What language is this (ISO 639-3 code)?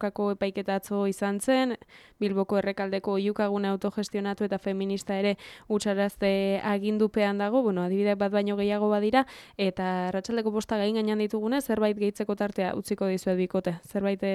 eus